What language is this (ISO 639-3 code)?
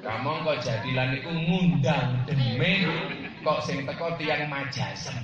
jav